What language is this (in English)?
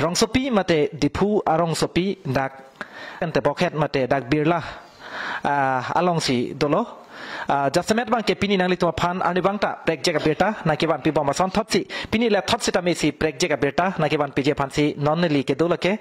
Karbi